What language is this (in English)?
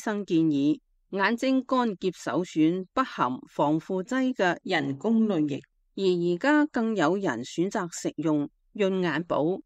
Cantonese